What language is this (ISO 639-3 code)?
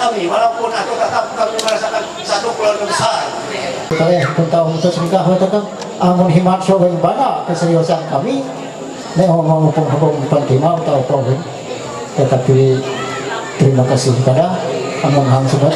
mhy